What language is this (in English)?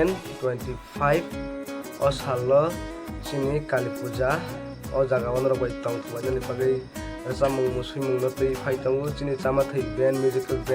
Kok Borok